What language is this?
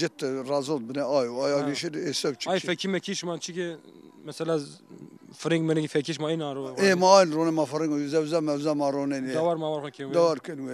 Zaza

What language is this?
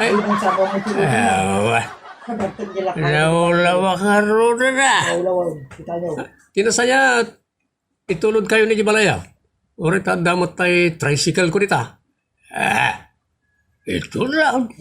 Iloko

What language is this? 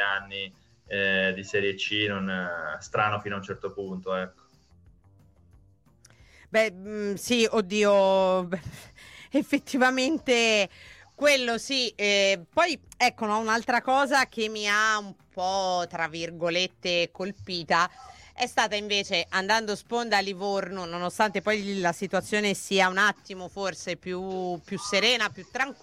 Italian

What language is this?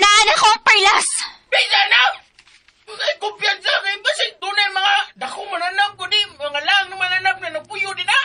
Cebuano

